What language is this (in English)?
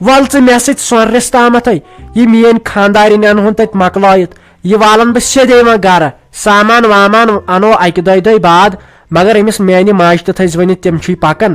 Kashmiri